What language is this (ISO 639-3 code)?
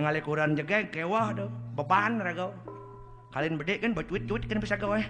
ban